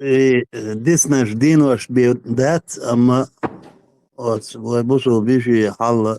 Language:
Chechen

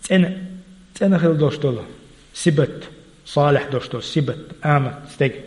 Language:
Chechen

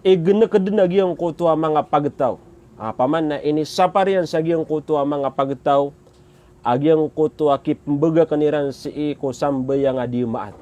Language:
Maranao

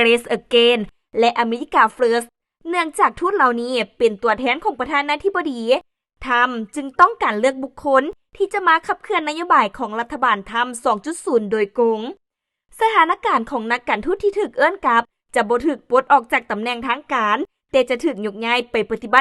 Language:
Lao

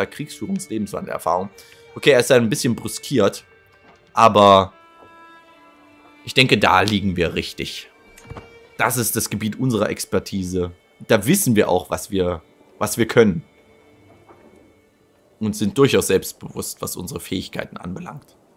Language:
German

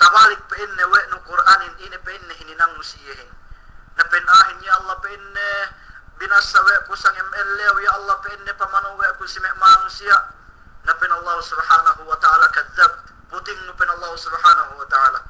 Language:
Yakan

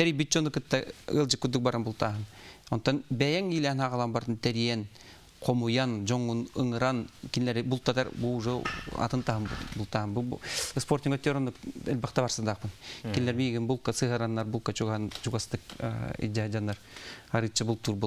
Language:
Yakut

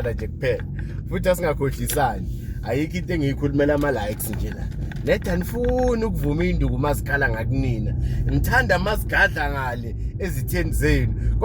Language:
Zulu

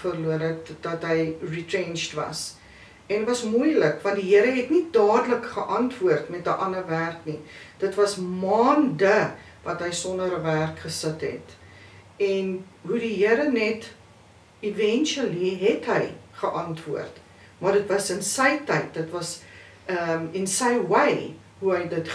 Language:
Afrikaans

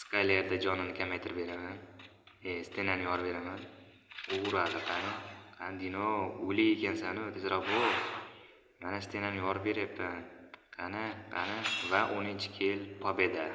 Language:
Uzbek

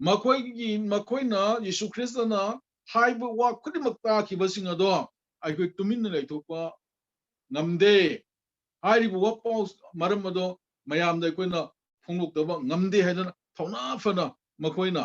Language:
Manipuri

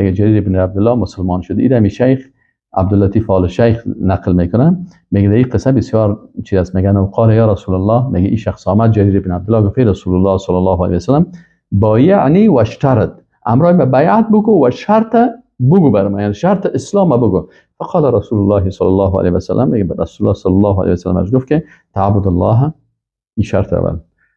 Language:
Persian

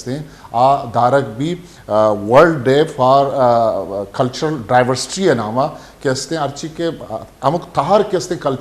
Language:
Baluchi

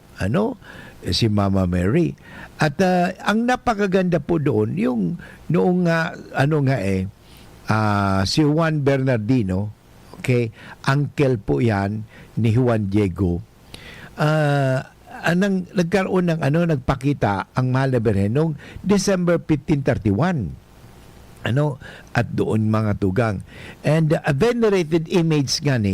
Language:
Bikol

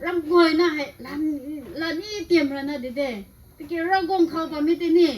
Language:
Rongmei Naga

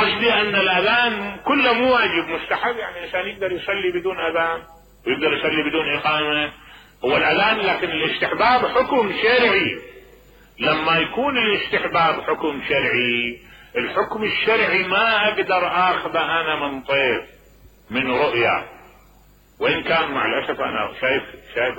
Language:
Mesopotamian Arabic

